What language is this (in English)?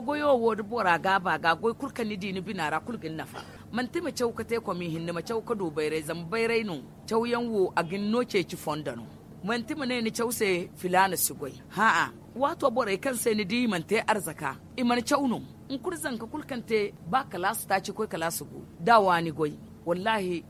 Zarma